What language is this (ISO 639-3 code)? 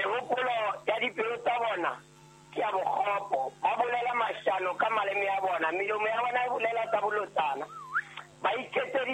sot